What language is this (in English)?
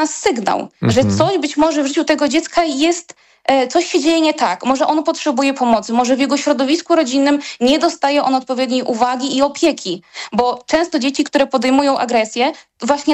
Polish